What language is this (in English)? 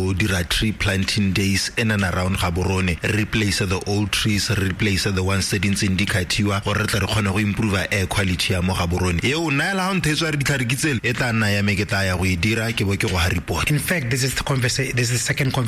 Tswana